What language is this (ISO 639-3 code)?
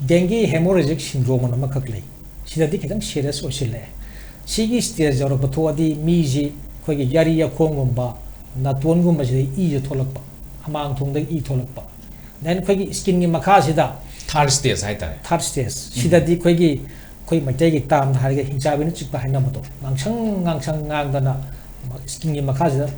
mni